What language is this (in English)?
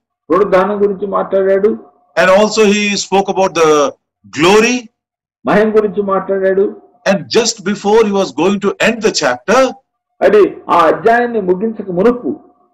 Telugu